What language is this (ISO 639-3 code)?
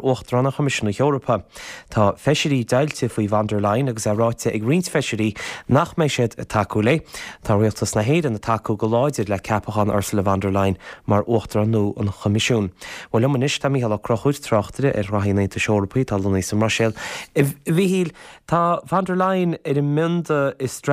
gle